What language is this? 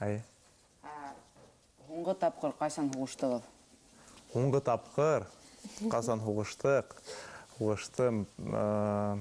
Bashkir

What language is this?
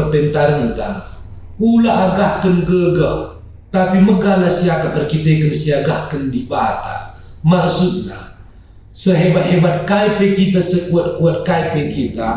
Batak Karo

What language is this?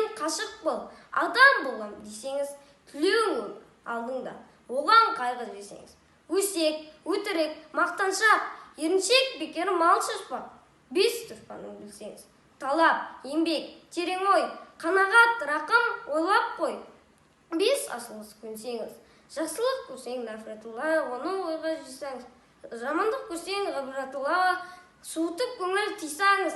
Kazakh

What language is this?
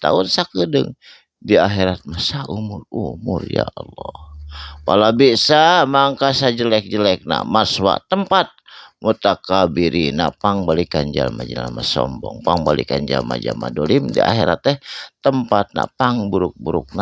Sundanese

